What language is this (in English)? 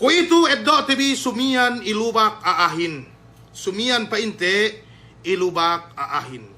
Yakan